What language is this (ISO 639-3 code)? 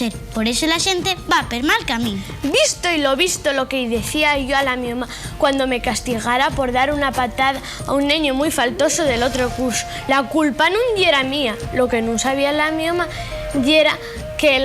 ast